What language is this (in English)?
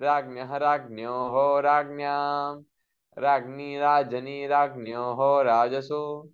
Sanskrit